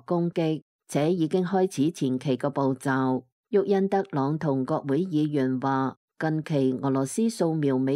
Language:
Cantonese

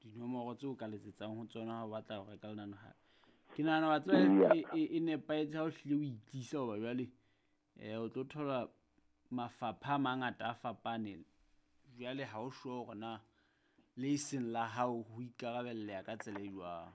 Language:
Southern Sotho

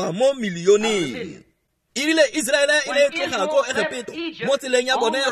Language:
Tswana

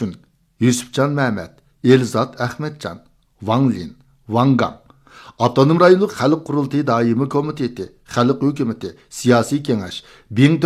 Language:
Uyghur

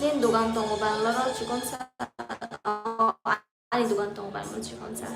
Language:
Kok Borok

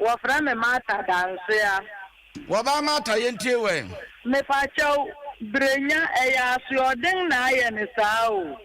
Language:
Akan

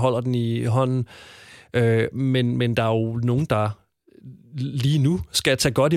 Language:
Danish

